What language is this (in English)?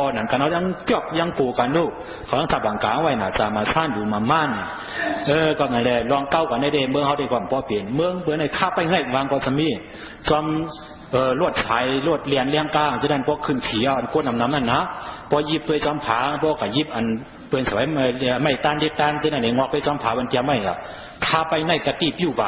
Shan